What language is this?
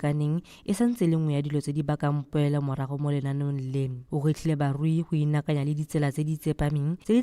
Tswana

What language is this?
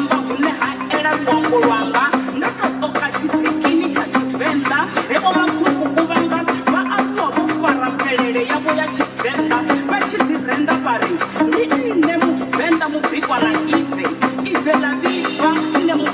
Venda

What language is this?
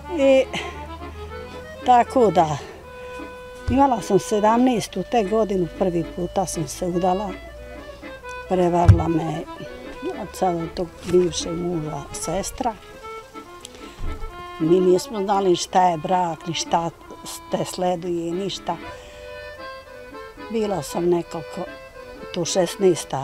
Bosnian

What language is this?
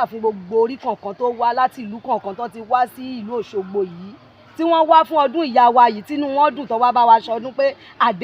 Yoruba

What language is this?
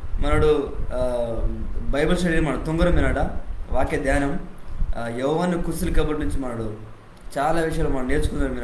Koya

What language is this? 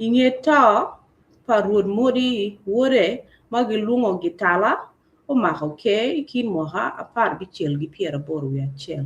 Acoli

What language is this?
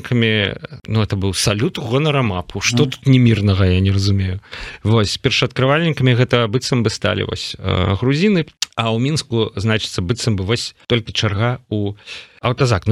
Belarusian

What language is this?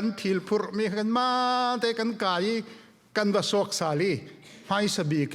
Falam Chin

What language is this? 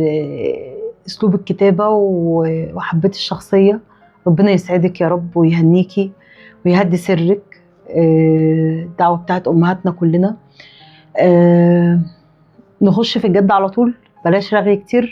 Egyptian Arabic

